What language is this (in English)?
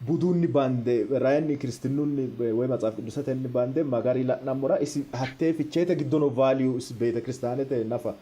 Sidamo